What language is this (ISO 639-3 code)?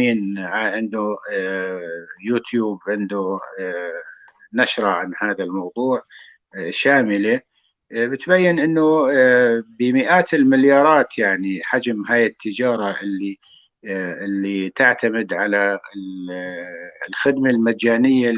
apc